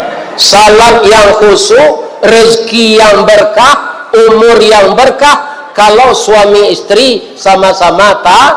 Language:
Minangkabau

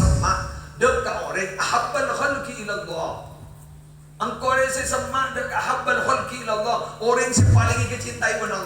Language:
Madurese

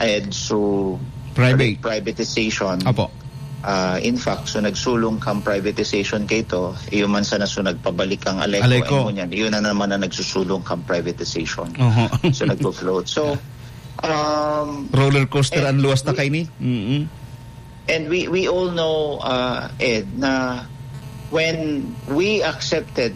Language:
Bikol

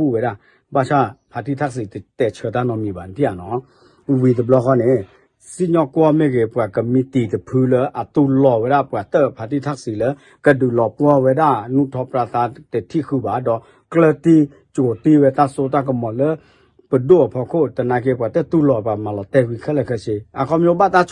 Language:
S'gaw Karen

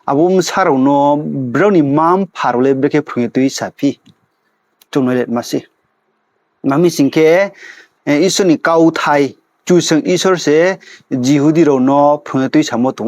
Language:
Riang (India)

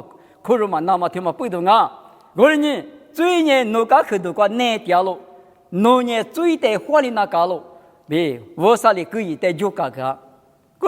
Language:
Lisu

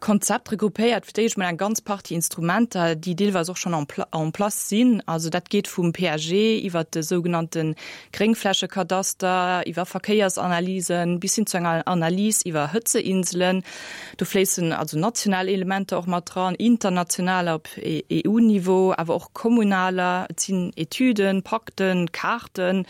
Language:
Luxembourgish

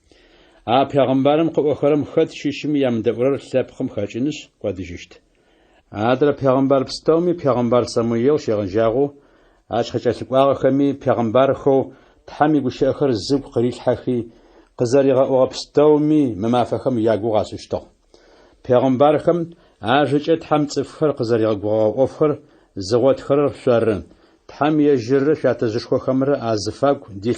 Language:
Adyghe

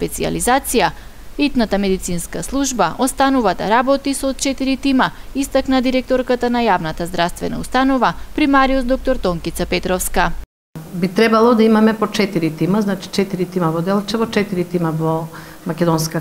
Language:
Macedonian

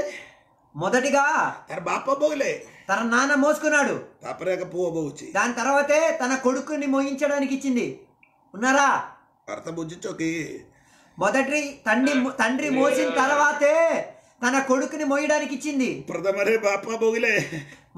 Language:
Telugu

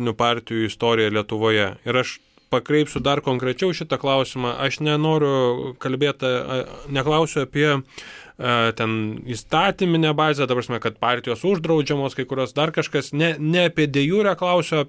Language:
Lithuanian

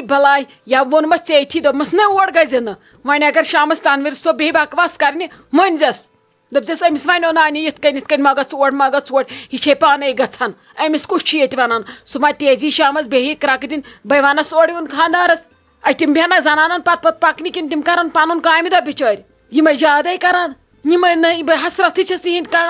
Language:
Kashmiri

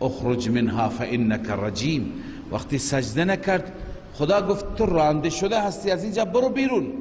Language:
Persian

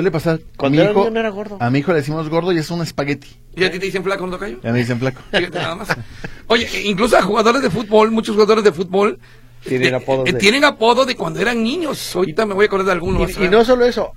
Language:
Spanish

